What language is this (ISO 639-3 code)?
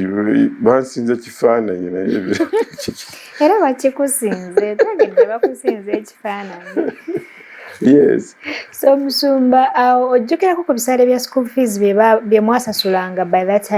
lug